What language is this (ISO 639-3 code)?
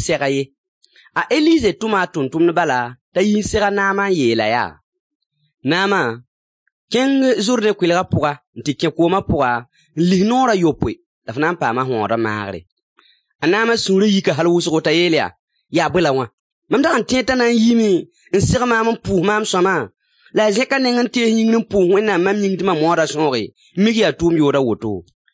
mos